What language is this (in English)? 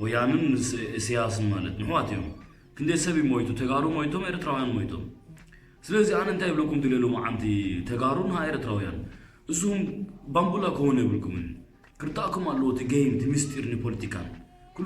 Tigrinya